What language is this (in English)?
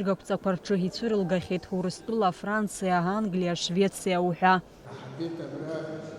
Abkhazian